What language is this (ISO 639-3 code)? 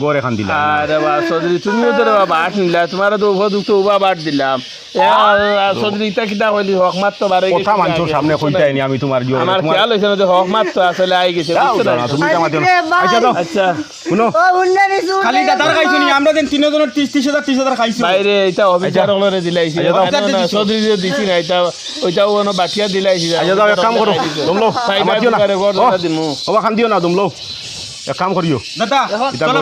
syl